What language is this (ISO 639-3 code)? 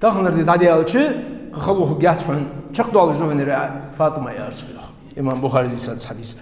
inh